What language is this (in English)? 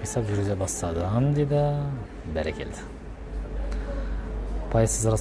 Kazakh